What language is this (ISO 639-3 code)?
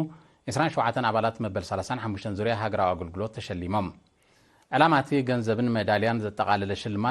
tir